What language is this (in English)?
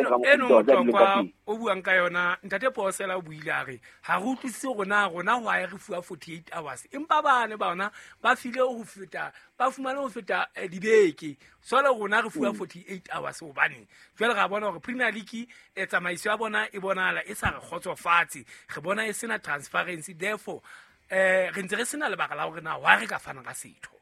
Southern Sotho